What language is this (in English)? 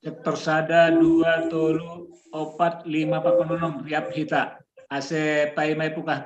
Batak Simalungun